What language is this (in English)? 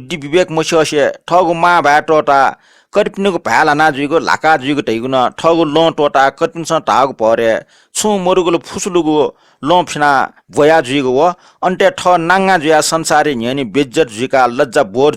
Newari